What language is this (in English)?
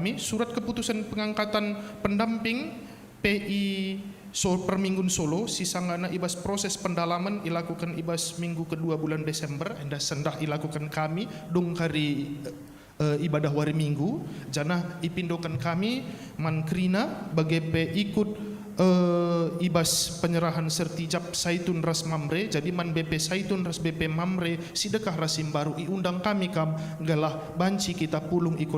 Batak Karo